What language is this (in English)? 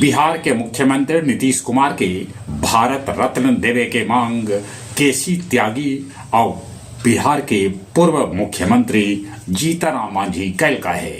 Magahi